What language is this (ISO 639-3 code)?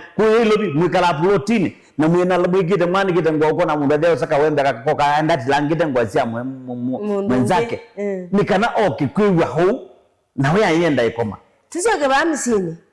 kam